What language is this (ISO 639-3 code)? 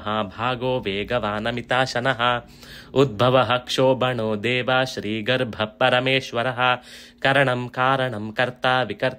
san